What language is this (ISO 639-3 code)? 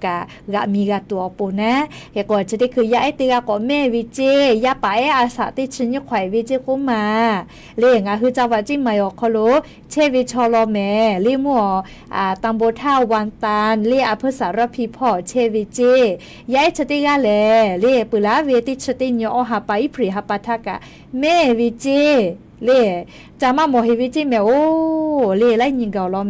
lhu